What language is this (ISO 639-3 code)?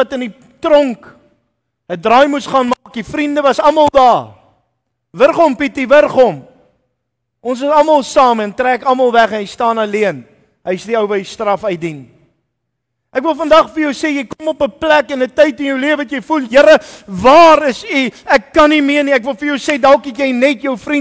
afr